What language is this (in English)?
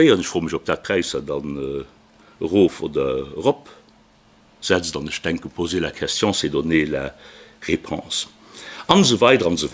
Luxembourgish